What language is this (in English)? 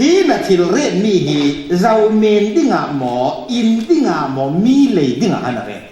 Falam Chin